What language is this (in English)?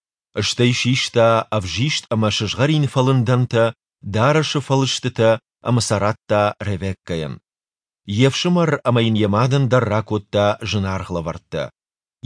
Ossetic